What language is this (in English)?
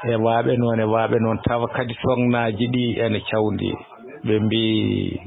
Fula